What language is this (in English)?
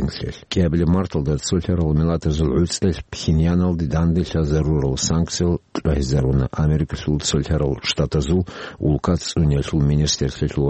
Avaric